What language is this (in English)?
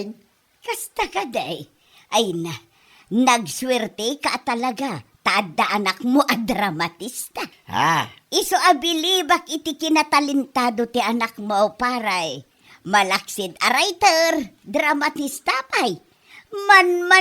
Iloko